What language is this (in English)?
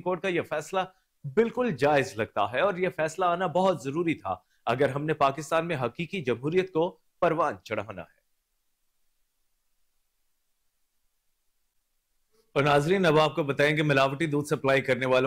Urdu